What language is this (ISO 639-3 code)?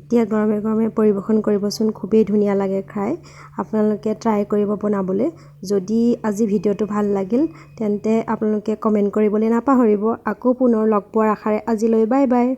asm